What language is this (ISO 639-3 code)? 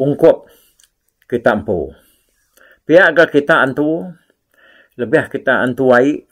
iba